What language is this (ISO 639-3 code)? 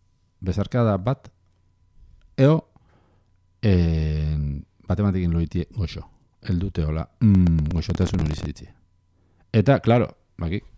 eus